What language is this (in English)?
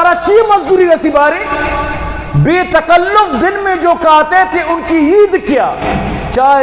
Baluchi